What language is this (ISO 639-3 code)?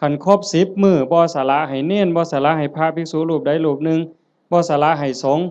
tts